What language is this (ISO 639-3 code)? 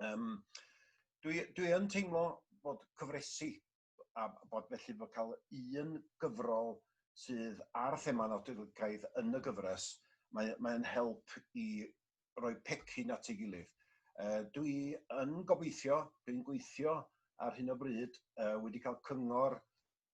cym